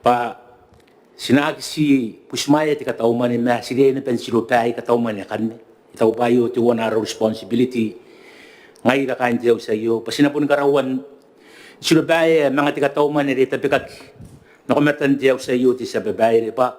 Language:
Gilbertese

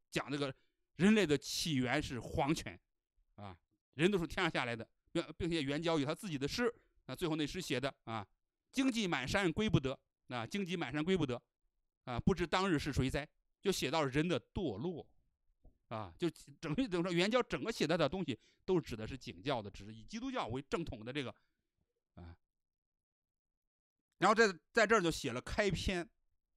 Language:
Chinese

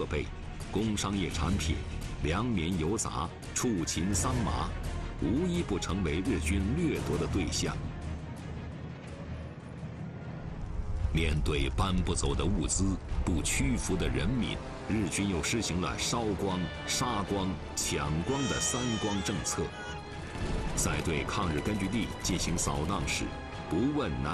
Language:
Chinese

